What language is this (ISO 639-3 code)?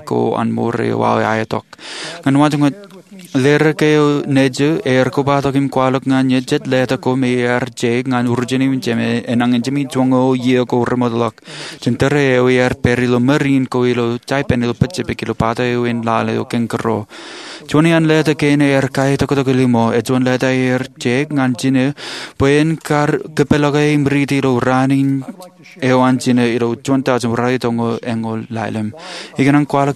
mah